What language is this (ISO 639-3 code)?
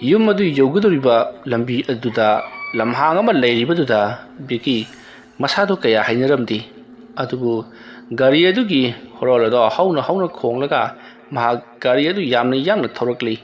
mni